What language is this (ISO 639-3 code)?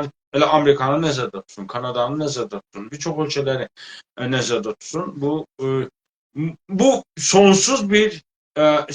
azb